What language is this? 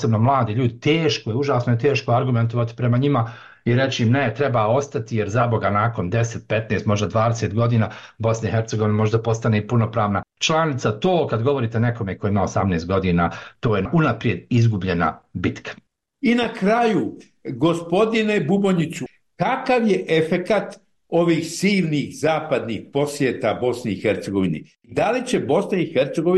Bosnian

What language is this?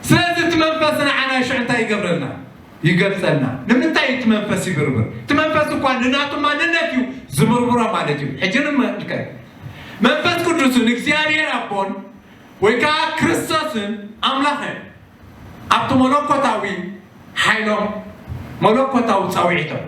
Tigrinya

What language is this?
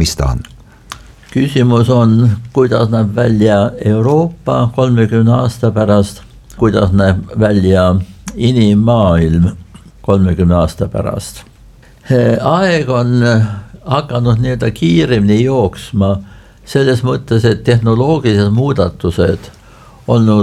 Estonian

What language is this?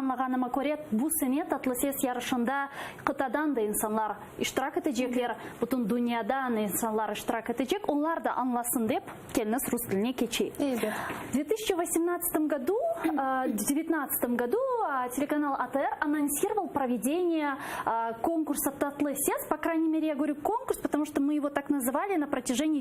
Crimean Tatar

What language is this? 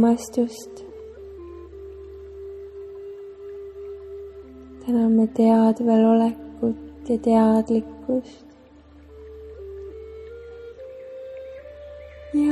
Estonian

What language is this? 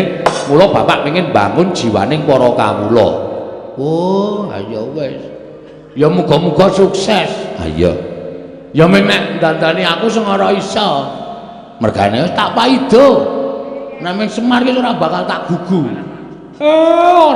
Javanese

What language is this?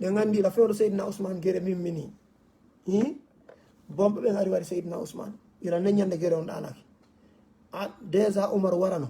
Fula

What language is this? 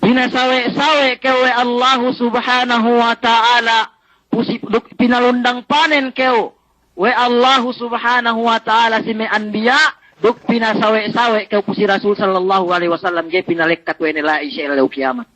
Yakan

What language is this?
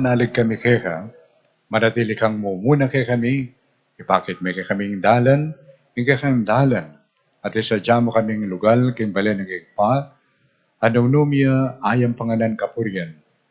Pampanga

